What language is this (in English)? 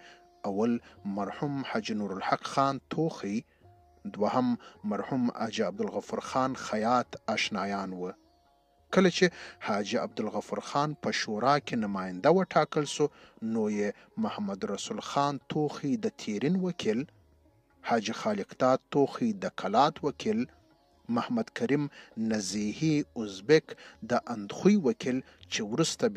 Pashto